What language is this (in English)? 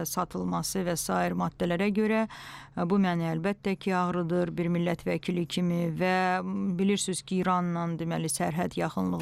Azerbaijani